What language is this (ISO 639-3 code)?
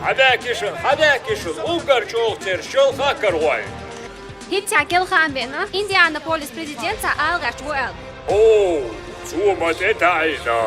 che